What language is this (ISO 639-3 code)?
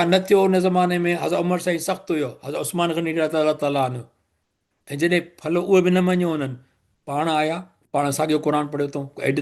snd